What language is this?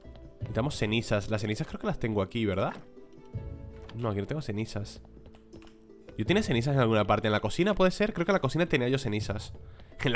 Spanish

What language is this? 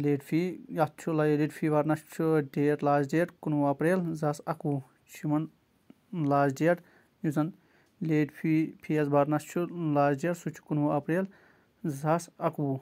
Kashmiri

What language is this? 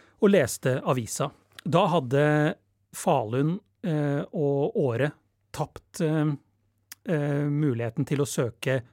Norwegian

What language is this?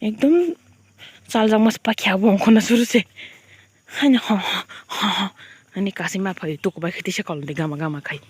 Kok Borok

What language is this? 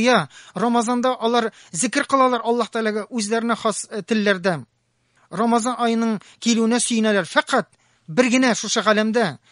Tatar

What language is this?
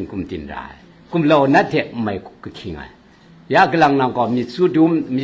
Kachin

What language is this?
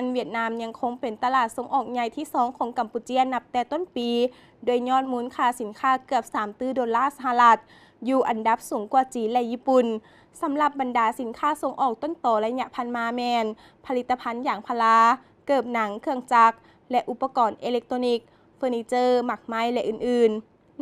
Lao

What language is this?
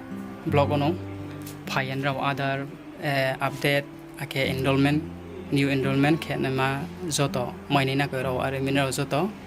Riang (India)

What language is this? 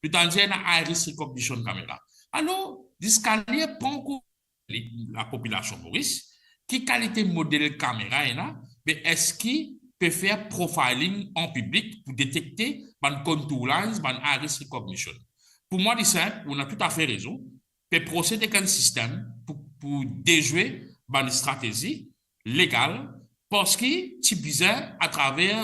Morisyen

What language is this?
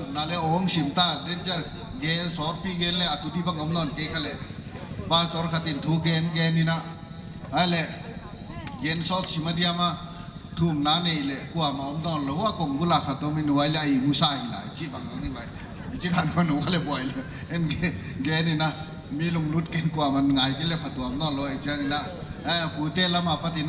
Paite Chin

